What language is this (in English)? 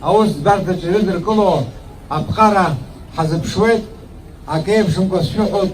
Abkhazian